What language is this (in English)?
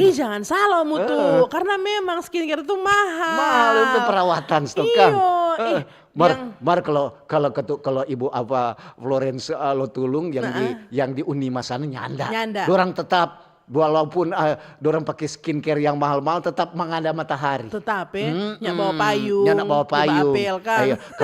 Manado Malay